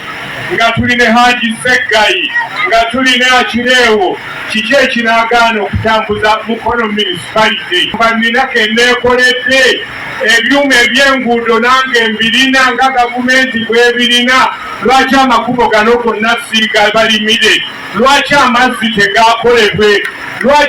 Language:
Ganda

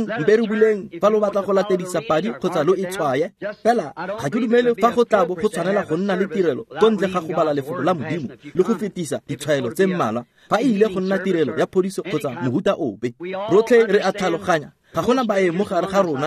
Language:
Tswana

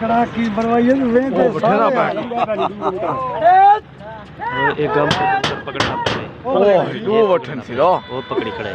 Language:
Saraiki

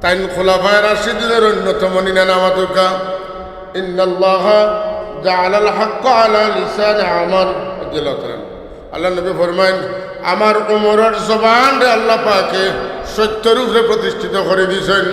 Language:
Sylheti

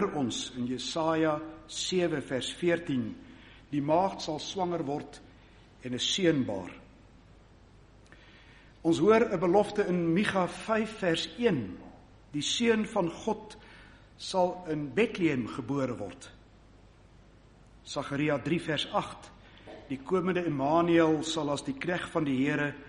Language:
Afrikaans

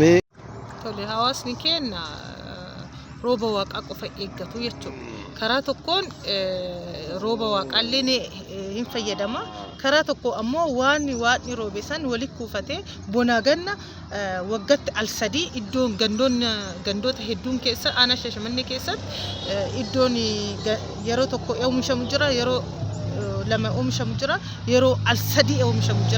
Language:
Oromo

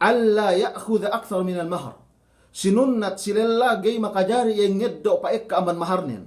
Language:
Yakan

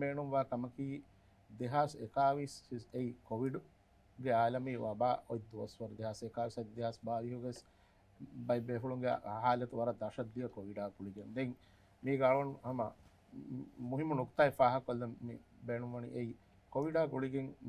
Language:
Divehi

